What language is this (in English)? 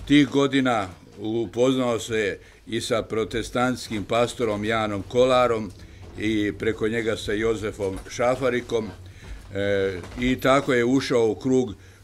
Croatian